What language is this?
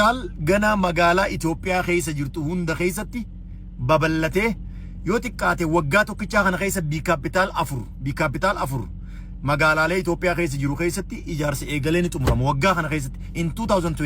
Oromo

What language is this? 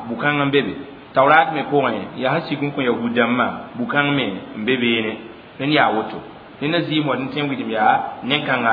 Mossi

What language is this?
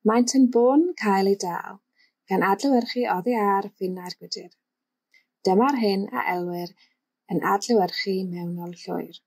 Welsh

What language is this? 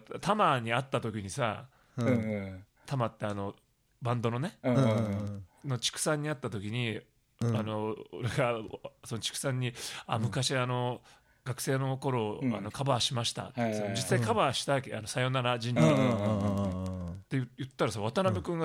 Japanese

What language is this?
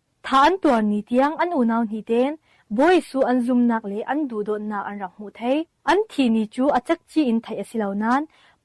Falam Chin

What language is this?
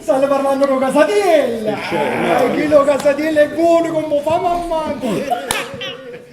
Neapolitan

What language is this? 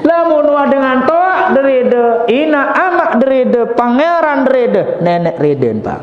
Sasak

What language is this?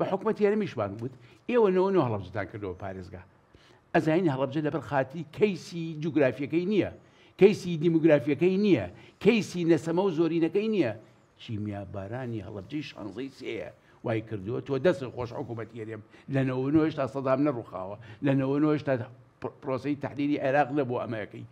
Central Kurdish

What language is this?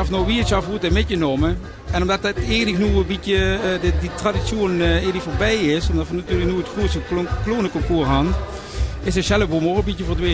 Limburgish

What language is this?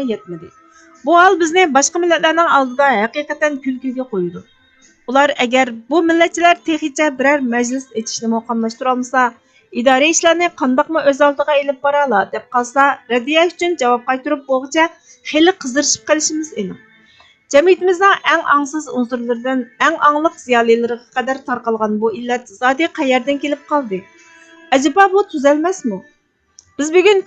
Uyghur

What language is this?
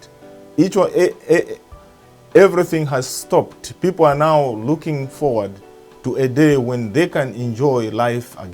English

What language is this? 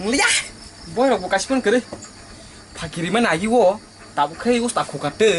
Kok Borok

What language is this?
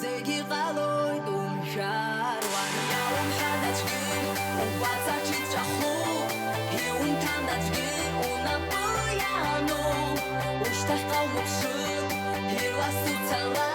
Abkhazian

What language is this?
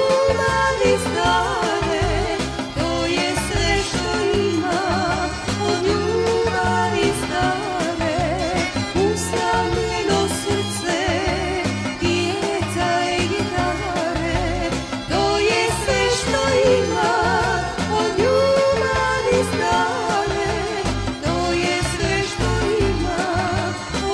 Serbian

